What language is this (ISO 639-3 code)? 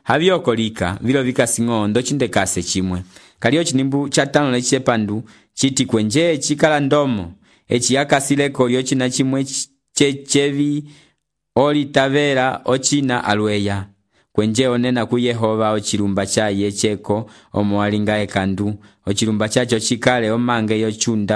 umb